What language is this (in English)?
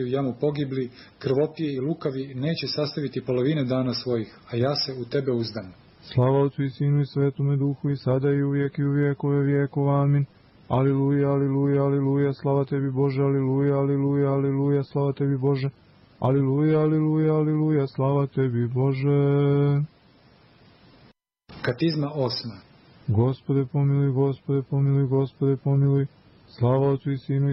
Serbian